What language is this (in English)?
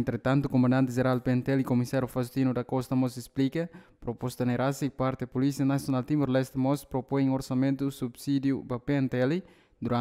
Tetum